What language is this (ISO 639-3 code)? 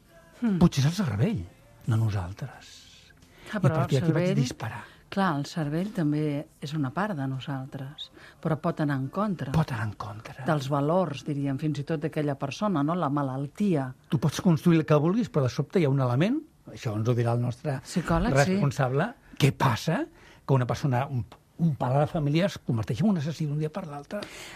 cat